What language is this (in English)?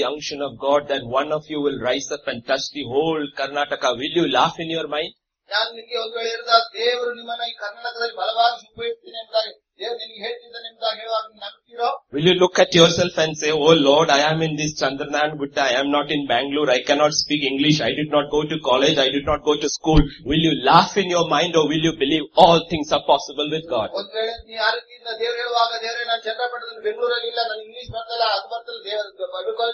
Kannada